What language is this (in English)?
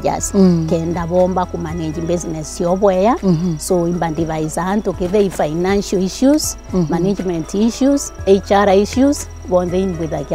Meru